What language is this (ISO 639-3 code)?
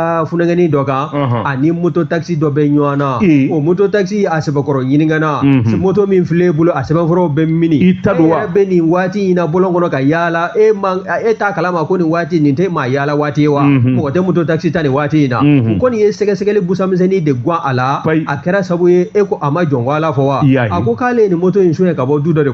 bam